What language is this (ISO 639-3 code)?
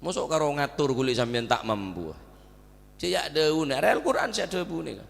mad